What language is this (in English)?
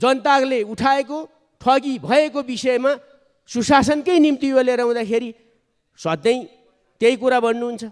Nepali